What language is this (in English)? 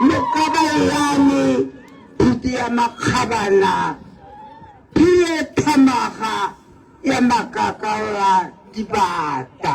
Tswana